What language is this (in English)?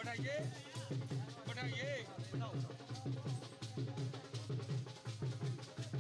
Punjabi